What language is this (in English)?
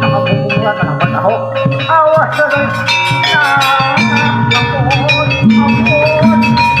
Banjar